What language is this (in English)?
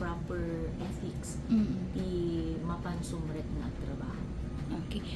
Iloko